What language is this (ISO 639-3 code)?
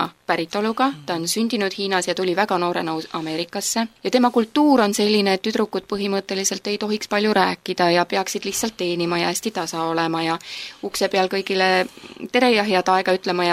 est